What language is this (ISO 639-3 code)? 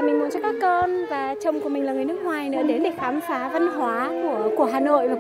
vie